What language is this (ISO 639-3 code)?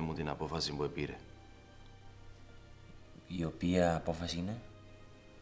ell